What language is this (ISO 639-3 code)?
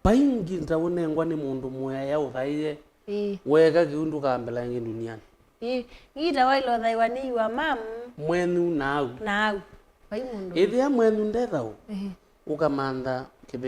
kam